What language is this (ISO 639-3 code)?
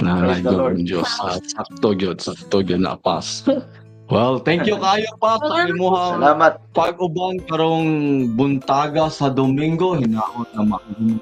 ceb